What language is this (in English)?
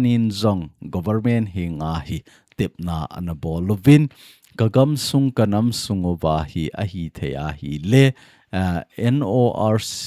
Thado Chin